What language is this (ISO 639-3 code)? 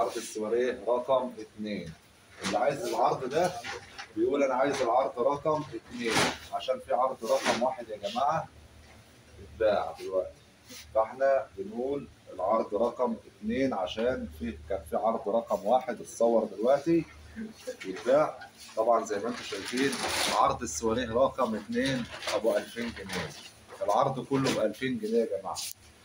arz